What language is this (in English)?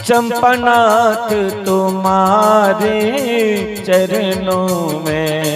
Dogri